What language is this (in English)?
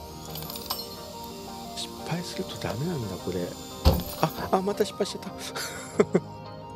Japanese